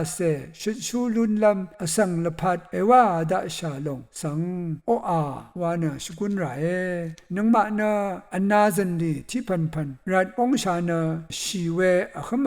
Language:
Rawang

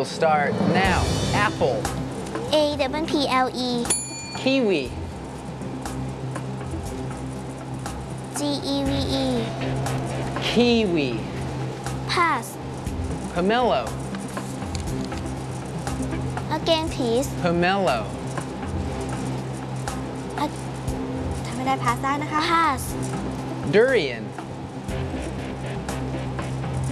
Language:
Thai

